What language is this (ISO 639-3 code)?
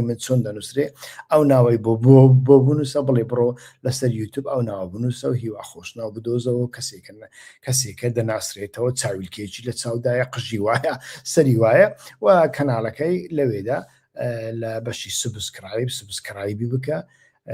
ckb